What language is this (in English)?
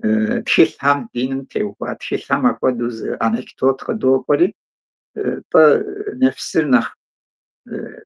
Kabardian